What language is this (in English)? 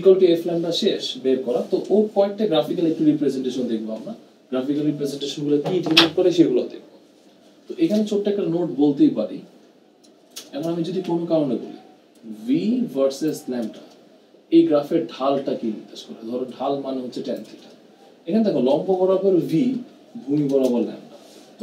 Bangla